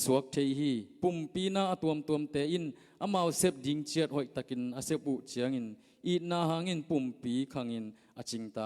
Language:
Tedim Chin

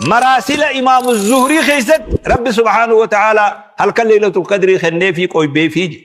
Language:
Oromo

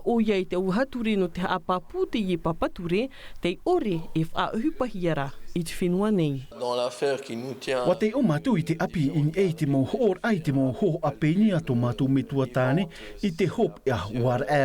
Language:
Tahitian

